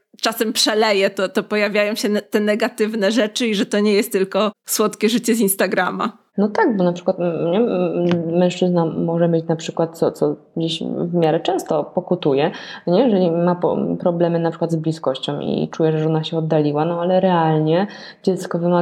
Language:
Polish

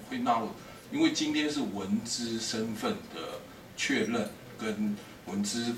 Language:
Chinese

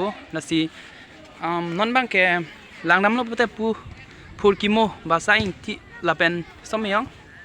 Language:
Karbi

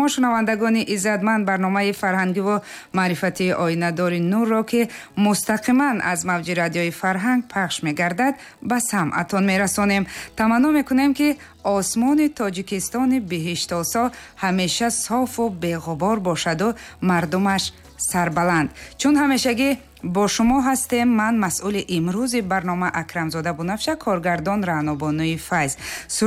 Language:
Tajik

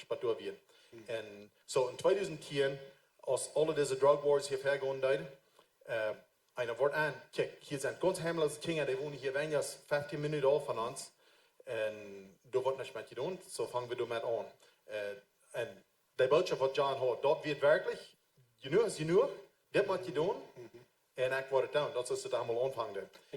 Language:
Plautdietsch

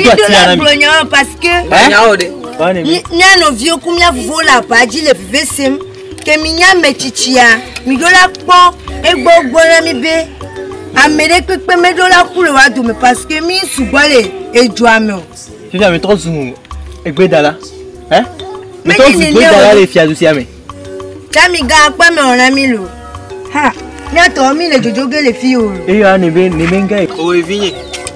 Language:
Ewe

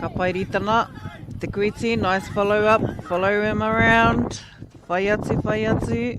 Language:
Māori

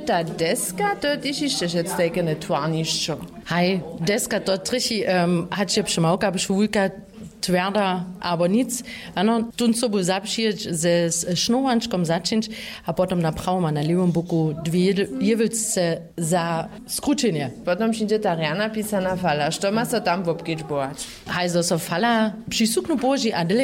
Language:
Upper Sorbian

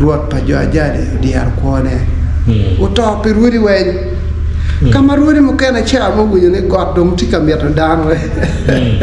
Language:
Acoli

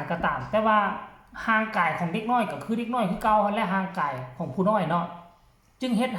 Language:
Northeastern Thai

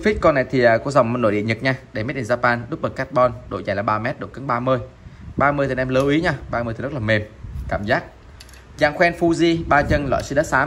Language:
Vietnamese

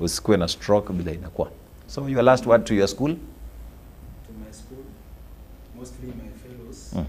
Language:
Gusii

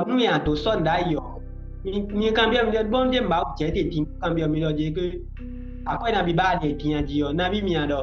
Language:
Fon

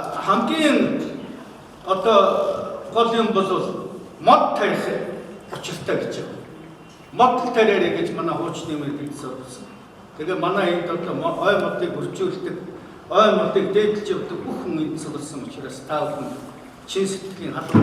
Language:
Mongolian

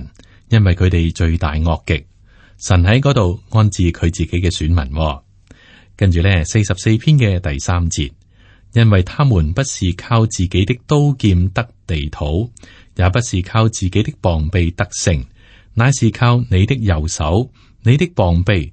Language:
Cantonese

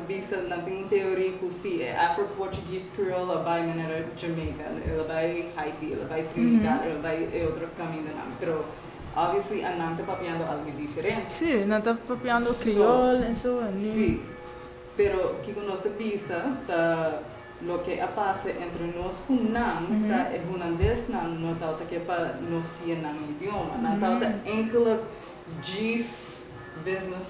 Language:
Papiamento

